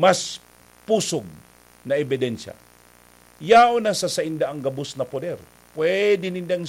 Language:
Bikol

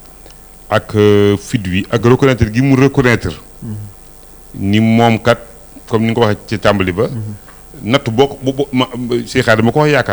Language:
Wolof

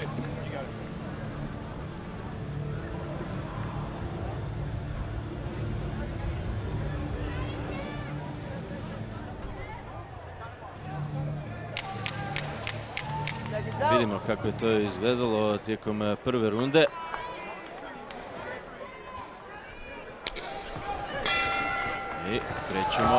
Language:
Croatian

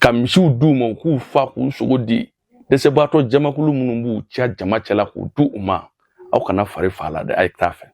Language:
Bambara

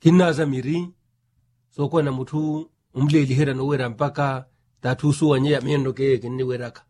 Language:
Makhuwa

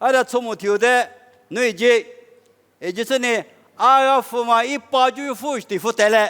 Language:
Lisu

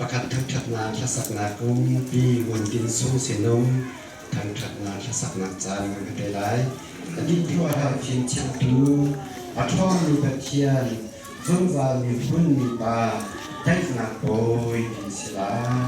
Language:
Hakha Chin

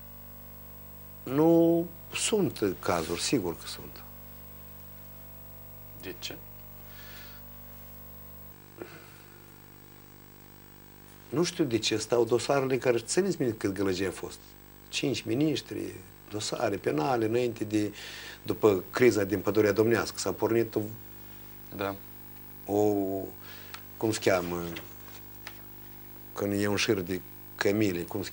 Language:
Romanian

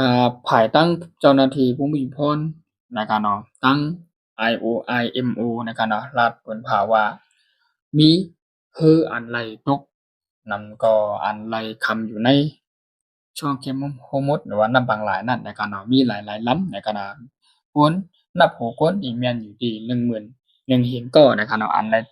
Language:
Shan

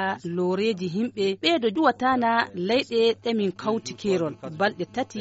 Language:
Nigerian Fulfulde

